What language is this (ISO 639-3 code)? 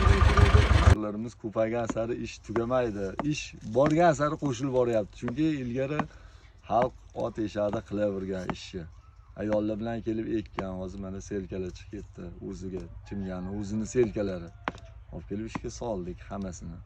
uzb